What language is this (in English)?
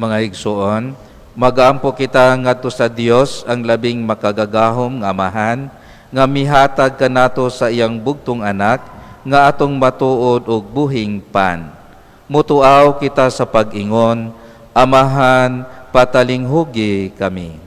Cebuano